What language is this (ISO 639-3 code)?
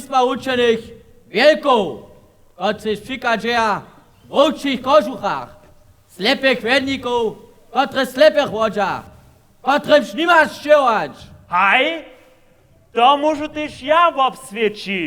hsb